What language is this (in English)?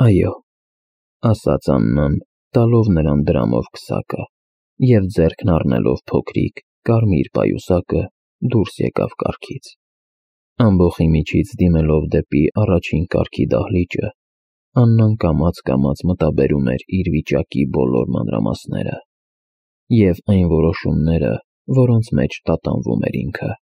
Armenian